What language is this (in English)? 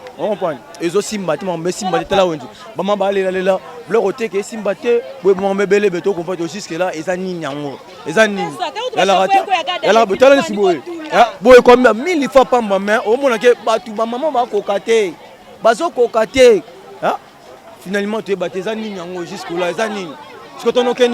Lingala